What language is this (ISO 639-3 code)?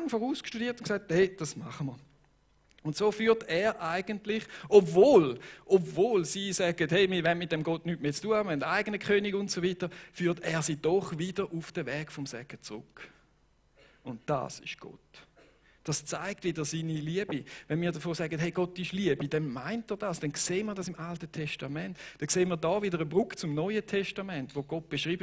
gsw